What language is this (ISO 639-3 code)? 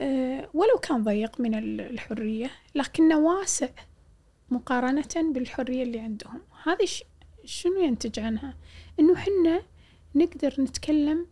afb